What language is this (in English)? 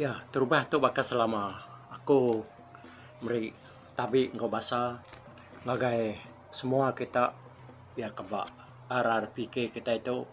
Iban